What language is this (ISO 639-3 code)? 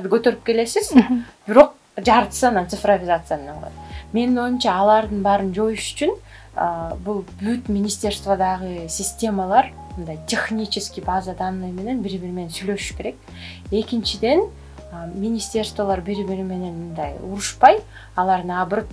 kir